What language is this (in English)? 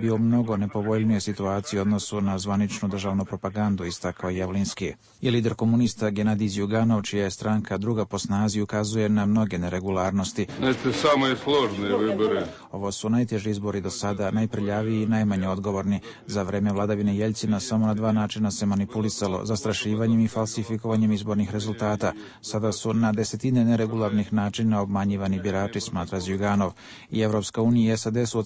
Serbian